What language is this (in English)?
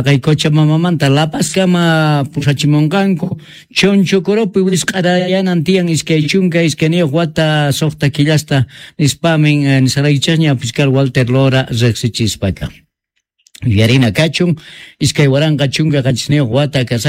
South Bolivian Quechua